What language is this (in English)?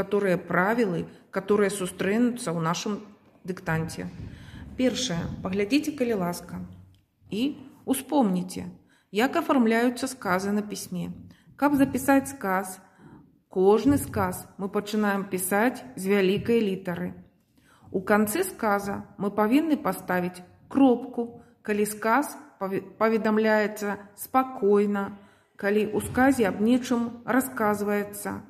Belarusian